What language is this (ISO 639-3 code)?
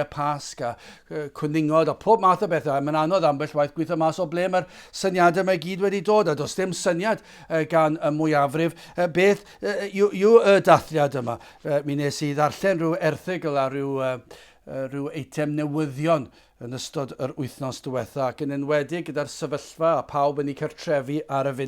cym